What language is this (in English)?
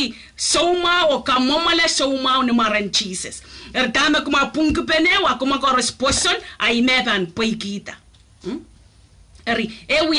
Pohnpeian